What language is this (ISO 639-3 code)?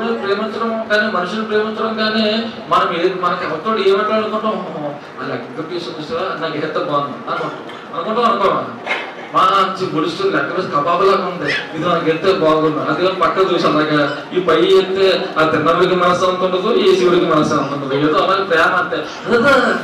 tel